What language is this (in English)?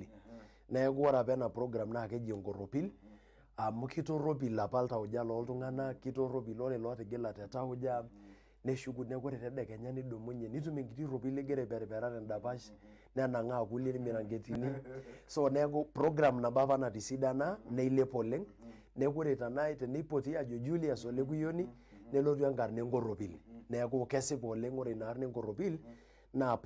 Masai